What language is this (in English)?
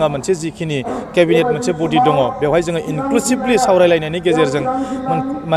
Bodo